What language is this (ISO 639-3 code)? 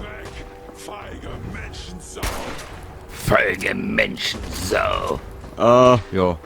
bar